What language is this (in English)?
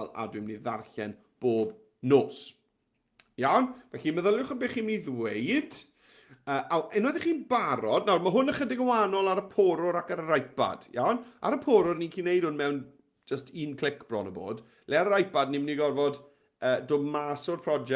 Welsh